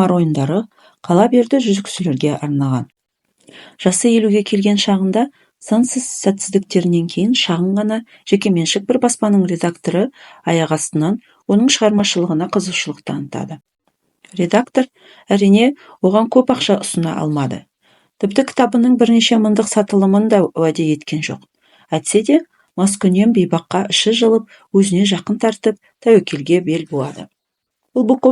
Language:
Kazakh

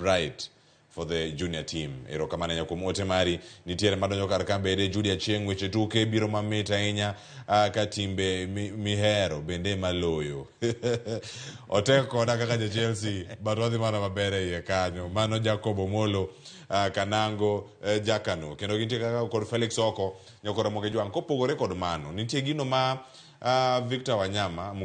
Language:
Luo (Kenya and Tanzania)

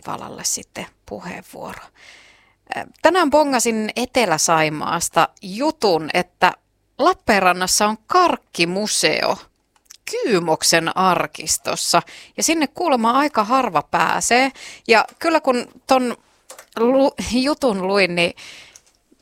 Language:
Finnish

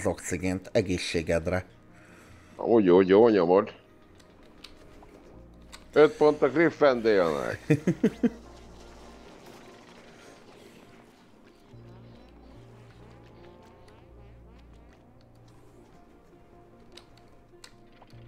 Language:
Hungarian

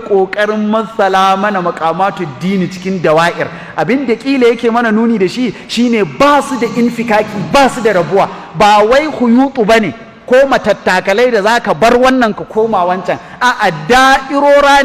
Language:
Hausa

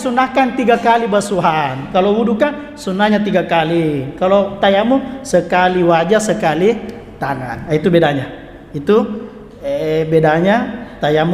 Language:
Buginese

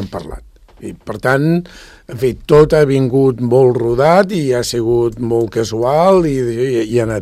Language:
Catalan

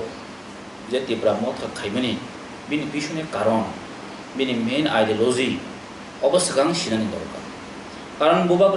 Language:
Kok Borok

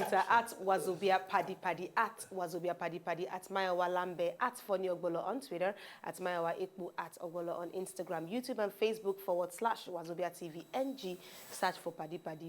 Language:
Nigerian Pidgin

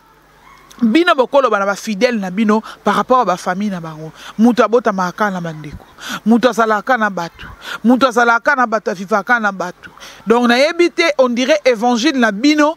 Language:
Lingala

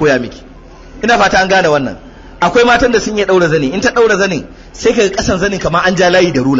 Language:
Hausa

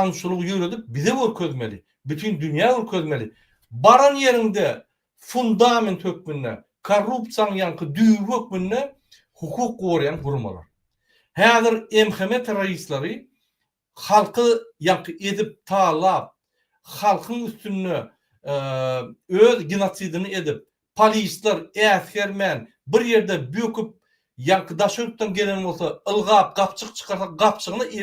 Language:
Turkmen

